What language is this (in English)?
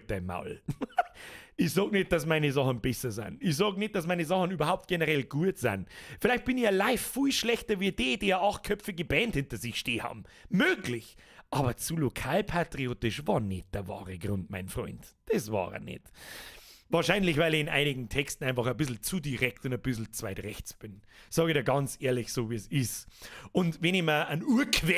Bavarian